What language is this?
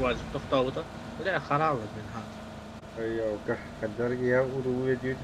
Yakut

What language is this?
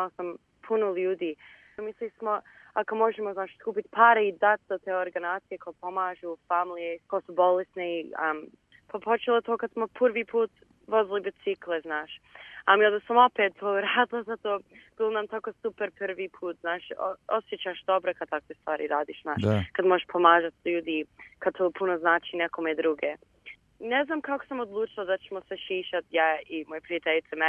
Croatian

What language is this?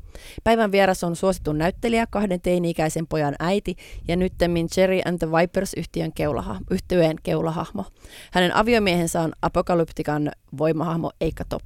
Finnish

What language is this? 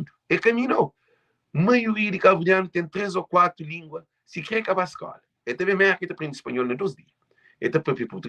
Kabuverdianu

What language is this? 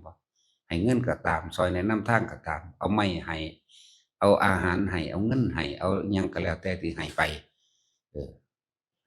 Northeastern Thai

